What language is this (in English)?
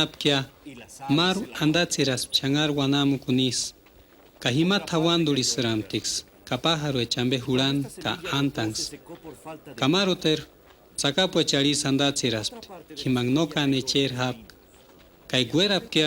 Purepecha